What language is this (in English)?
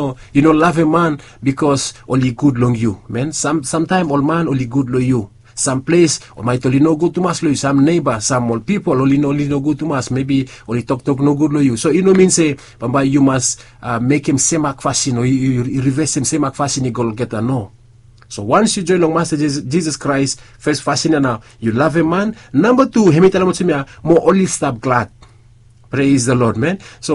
Bislama